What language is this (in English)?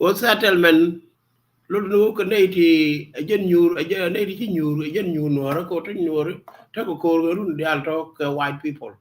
Nuer